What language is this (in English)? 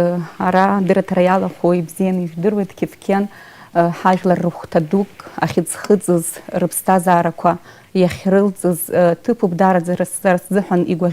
Abkhazian